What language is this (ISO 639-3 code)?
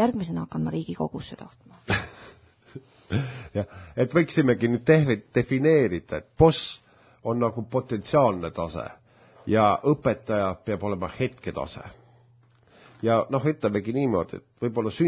est